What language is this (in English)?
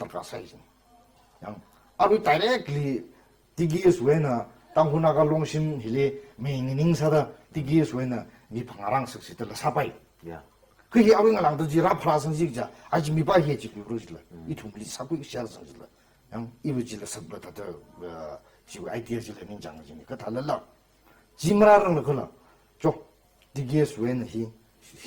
Tangkhul Naga (India)